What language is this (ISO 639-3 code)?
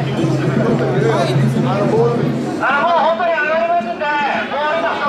jpn